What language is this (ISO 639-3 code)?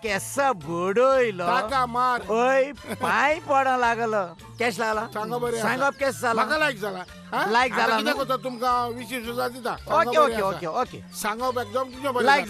kok